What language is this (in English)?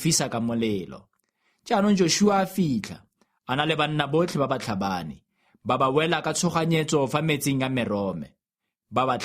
Tswana